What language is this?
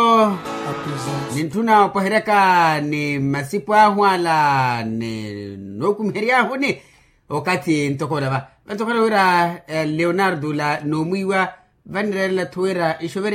Makhuwa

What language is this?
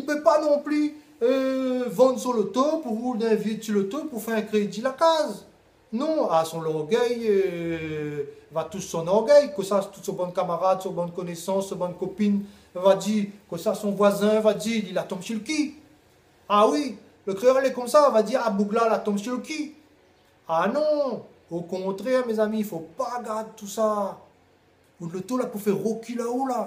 Réunion Creole French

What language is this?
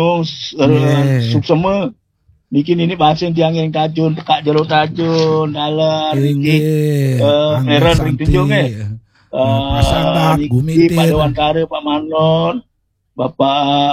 Balinese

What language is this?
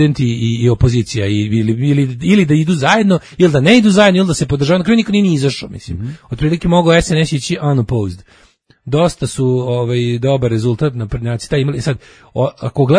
Serbian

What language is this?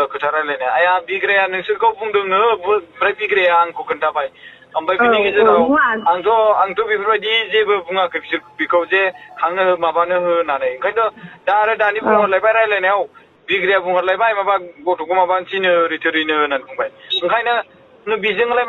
Bodo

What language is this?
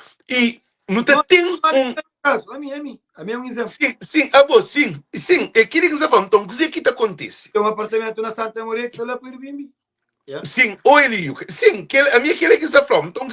Kabuverdianu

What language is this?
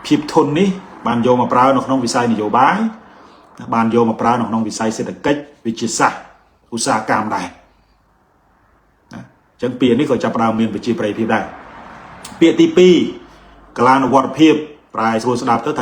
Khmer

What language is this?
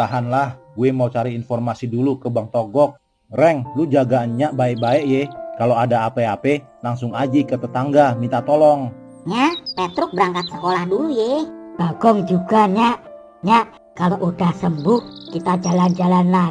Betawi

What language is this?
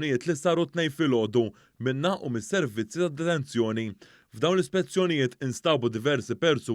Maltese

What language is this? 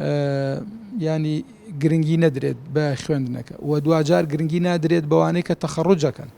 Central Kurdish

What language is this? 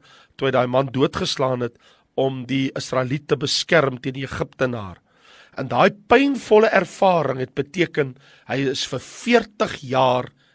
Afrikaans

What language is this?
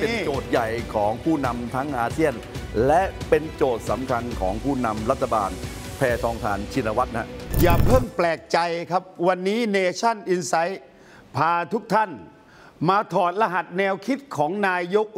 Thai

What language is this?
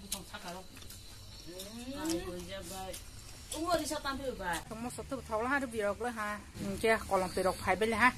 Kok Borok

